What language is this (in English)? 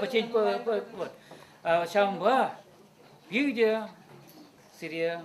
Chuvash